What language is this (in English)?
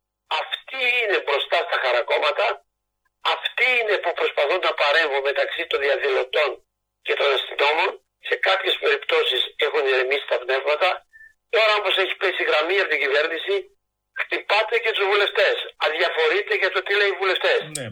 Greek